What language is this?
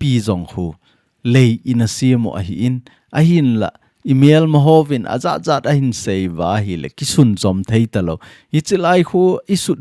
Thado Chin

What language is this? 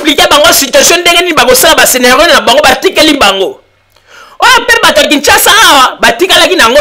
Lingala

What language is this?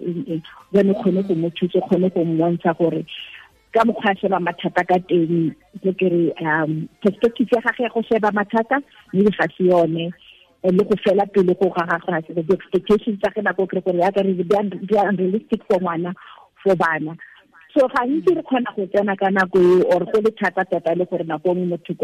Tswana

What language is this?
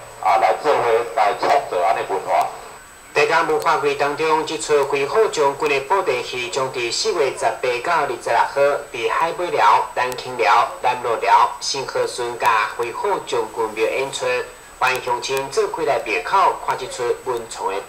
Min Nan Chinese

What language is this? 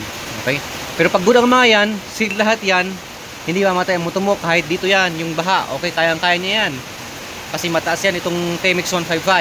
Filipino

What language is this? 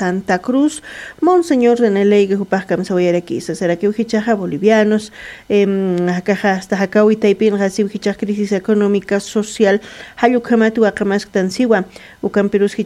Aymara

